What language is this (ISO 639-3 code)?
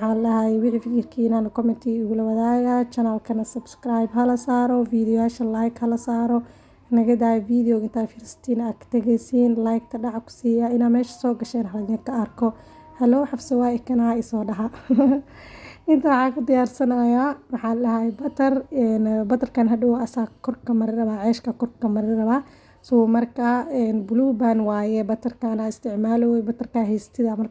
som